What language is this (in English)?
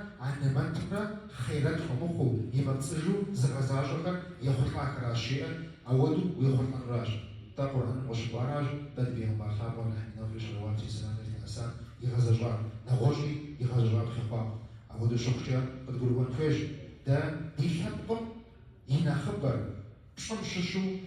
Kabardian